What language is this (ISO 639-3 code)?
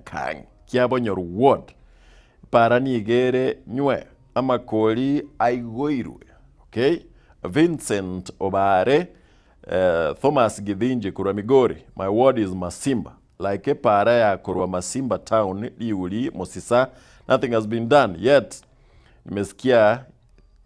guz